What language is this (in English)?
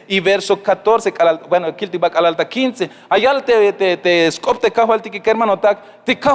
Tzeltal